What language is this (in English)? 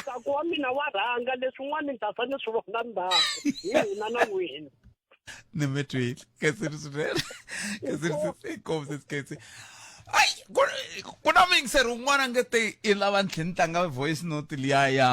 Tsonga